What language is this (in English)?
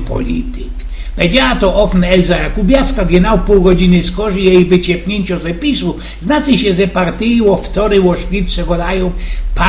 Silesian